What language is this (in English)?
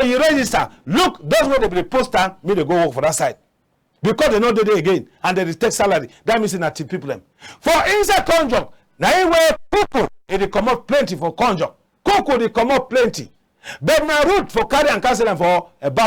Cameroon Pidgin